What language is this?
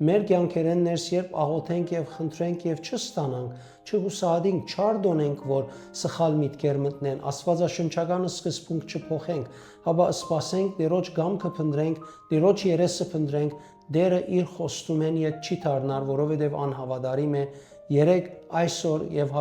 Western Armenian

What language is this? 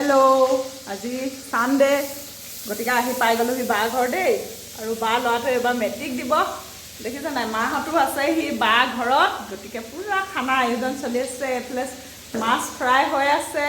Assamese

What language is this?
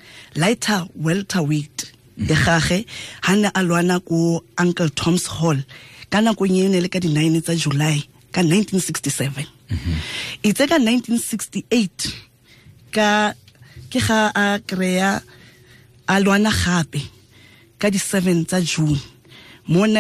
Tswana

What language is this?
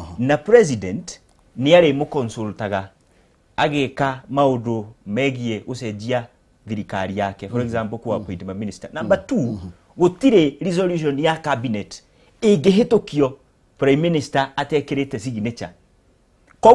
Kikuyu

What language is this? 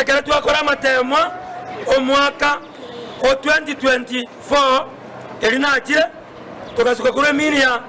Gusii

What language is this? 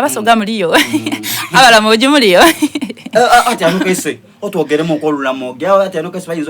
Soga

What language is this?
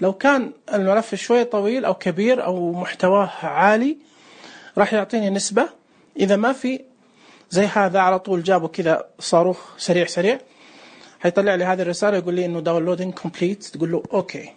Najdi Arabic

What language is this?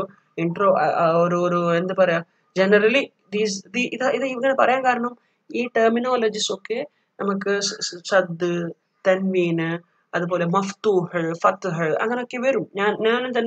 Malayalam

